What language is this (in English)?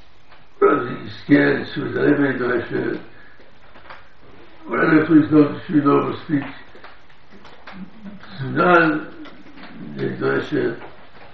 Hebrew